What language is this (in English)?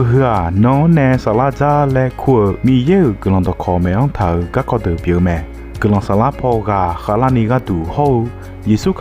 Akha